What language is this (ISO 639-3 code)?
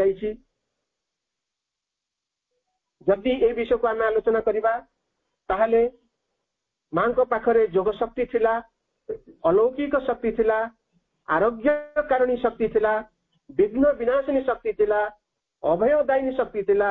ori